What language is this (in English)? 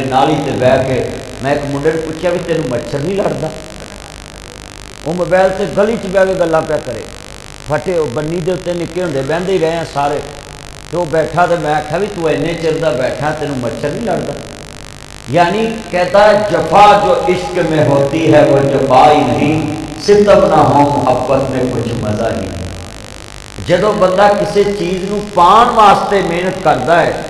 Western Panjabi